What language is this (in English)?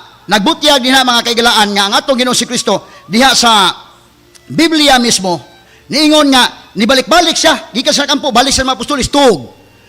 Cebuano